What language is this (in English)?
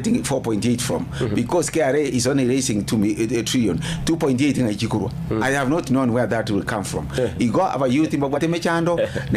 Gusii